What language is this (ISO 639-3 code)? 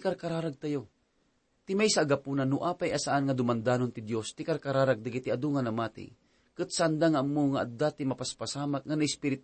ilo